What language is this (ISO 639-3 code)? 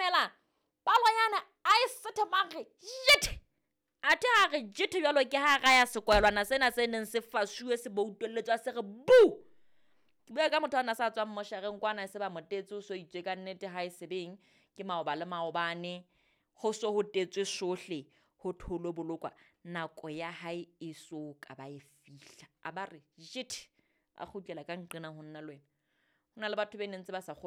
sot